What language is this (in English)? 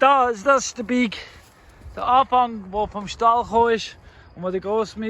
Swiss German